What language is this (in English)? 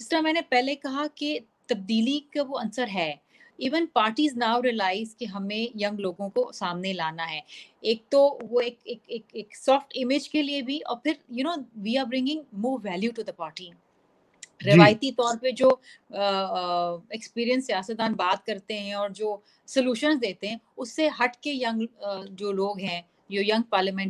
Urdu